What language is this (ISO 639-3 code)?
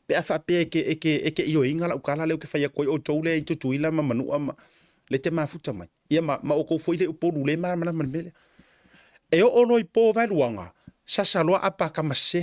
smo